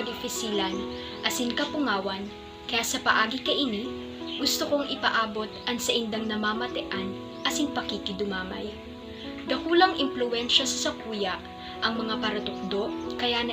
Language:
Bikol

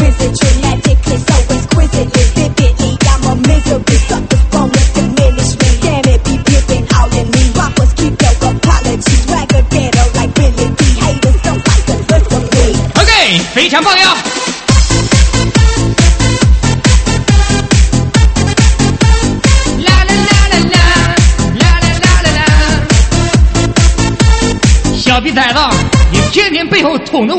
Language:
Chinese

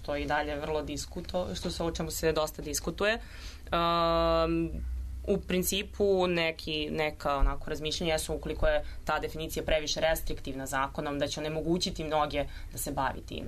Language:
Serbian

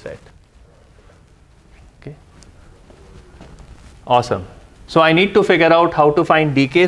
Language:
English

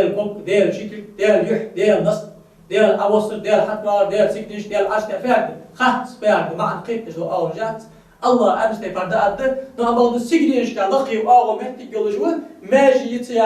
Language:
Ingush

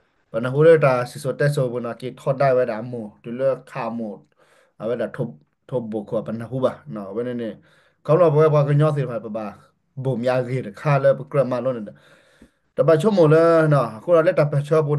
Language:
S'gaw Karen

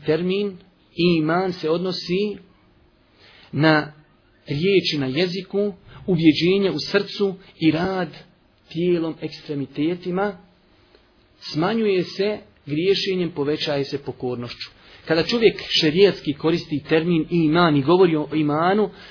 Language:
Bosnian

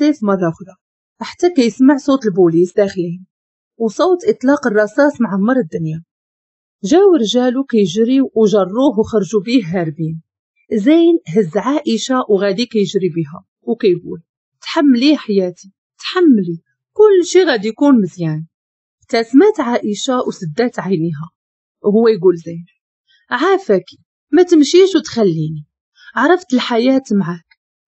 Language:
Moroccan Arabic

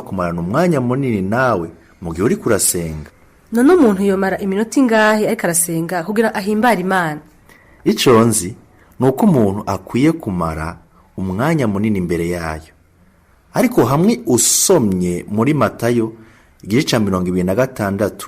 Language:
Rundi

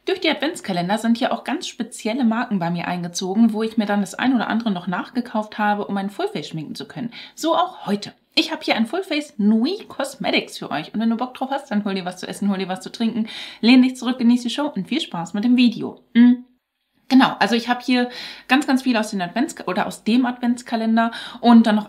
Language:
German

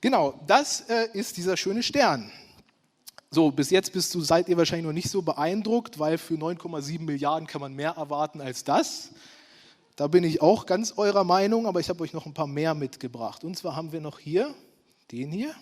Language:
Swiss German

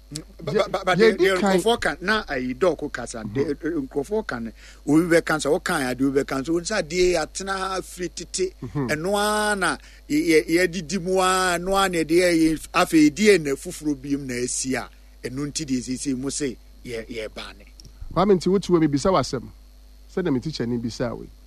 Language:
Akan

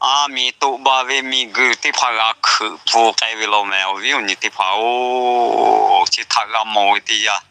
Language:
Lahu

